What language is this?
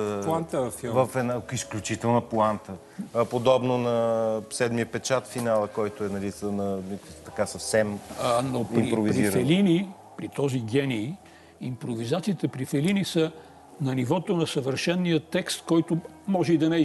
Bulgarian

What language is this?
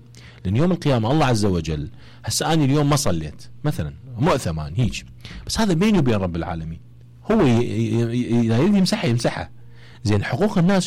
Mesopotamian Arabic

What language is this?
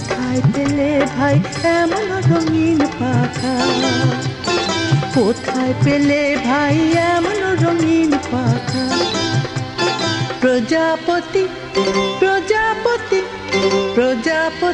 Bangla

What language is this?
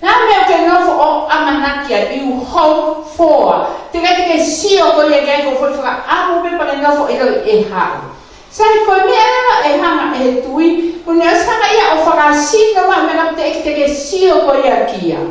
Tongan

